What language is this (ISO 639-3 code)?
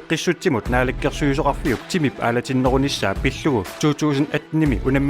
kal